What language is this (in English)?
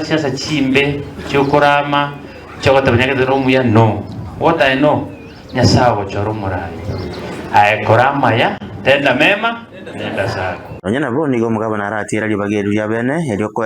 Gusii